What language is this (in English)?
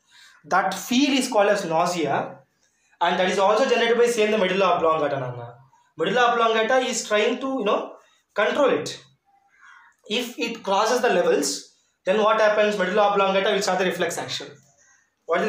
Telugu